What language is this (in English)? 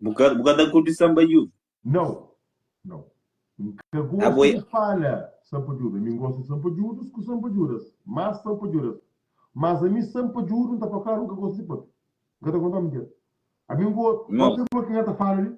Kabuverdianu